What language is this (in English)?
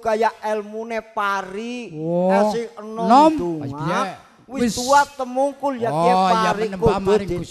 Javanese